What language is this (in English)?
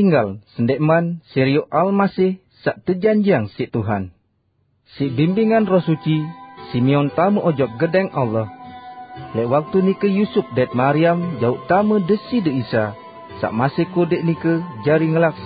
Sasak